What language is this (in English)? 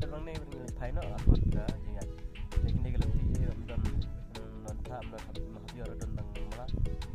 Khasi